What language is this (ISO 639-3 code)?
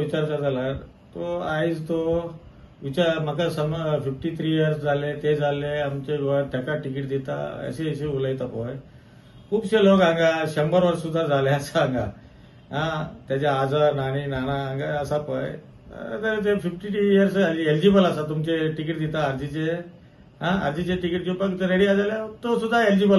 kok